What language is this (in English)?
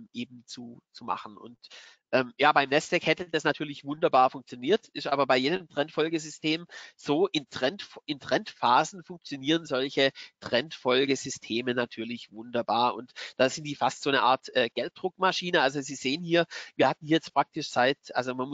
German